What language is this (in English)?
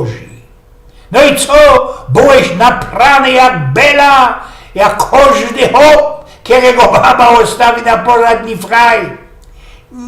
Silesian